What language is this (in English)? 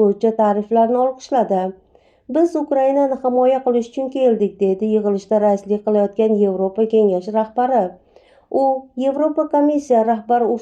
Uzbek